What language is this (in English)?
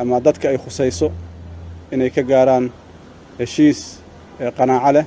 Somali